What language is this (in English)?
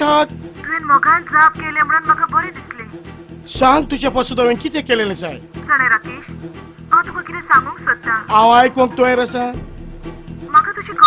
Konkani